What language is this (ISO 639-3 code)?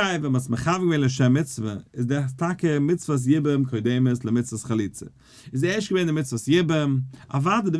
yid